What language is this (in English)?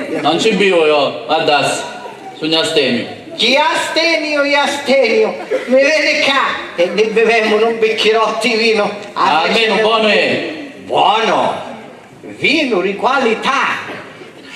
Sicilian